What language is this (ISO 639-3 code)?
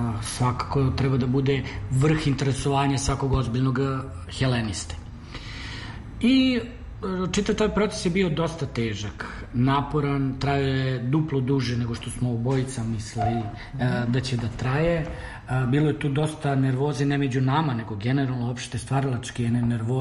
srp